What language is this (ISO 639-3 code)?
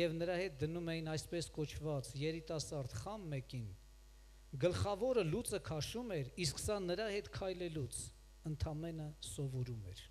hye